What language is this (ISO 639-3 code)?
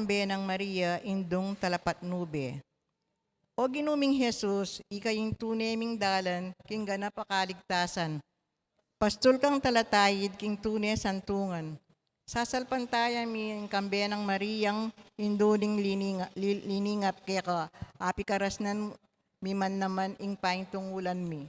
pam